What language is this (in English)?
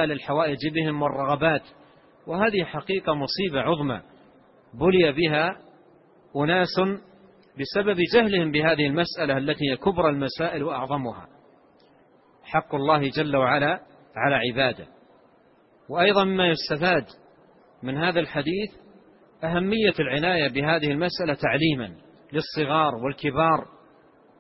Arabic